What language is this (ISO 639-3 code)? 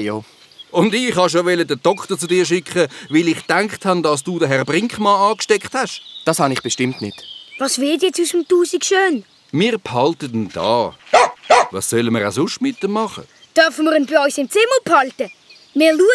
gsw